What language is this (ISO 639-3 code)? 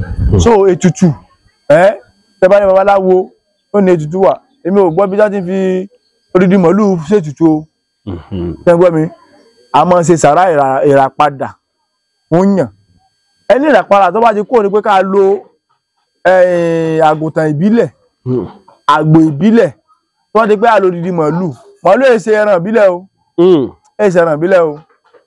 yor